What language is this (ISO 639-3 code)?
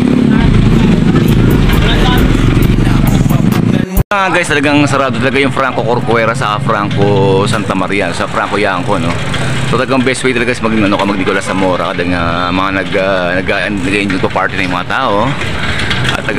fil